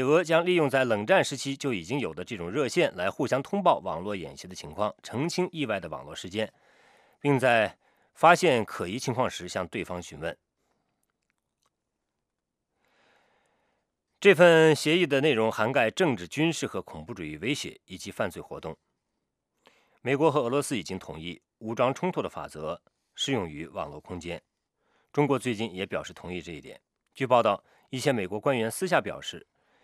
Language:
Chinese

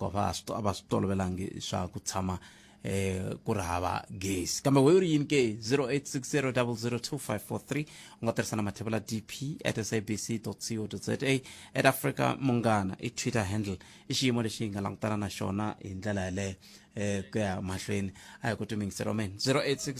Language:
Tsonga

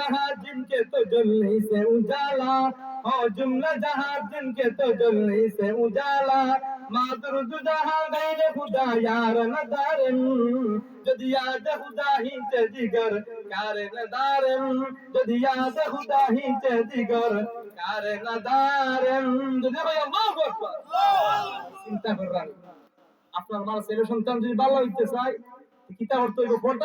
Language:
Sylheti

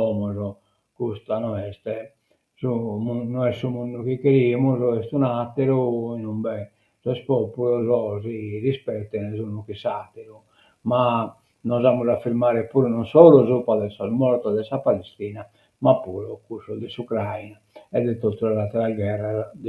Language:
Sardinian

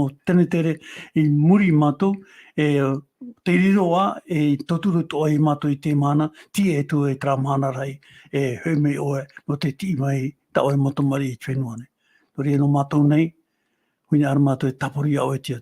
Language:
Tahitian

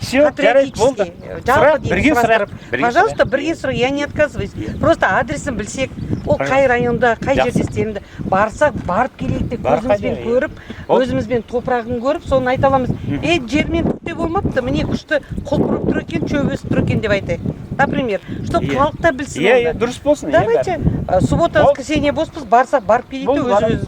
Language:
Kazakh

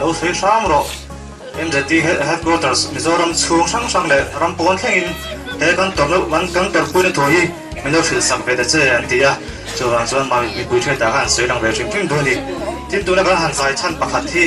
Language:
Mizo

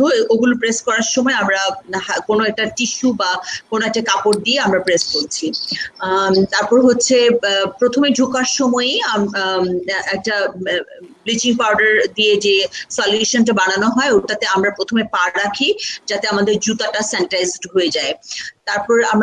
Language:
Bangla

